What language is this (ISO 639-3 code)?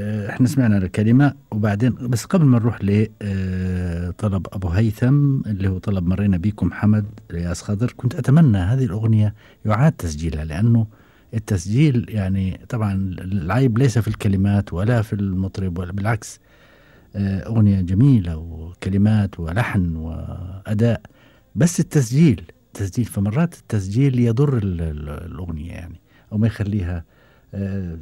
afb